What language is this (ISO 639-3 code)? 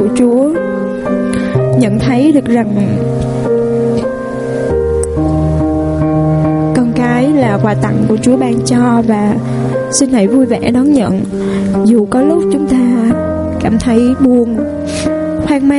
vie